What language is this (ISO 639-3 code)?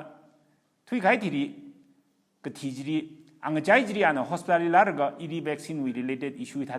nmf